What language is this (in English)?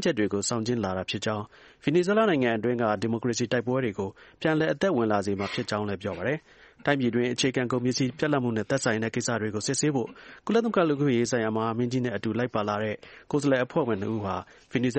Burmese